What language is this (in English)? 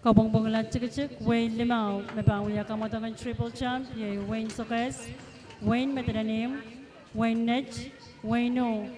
Pohnpeian